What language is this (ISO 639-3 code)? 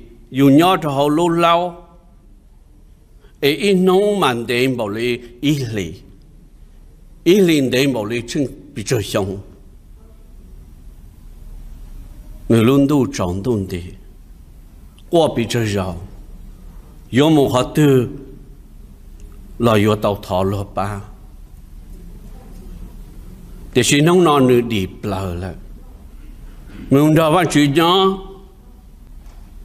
vie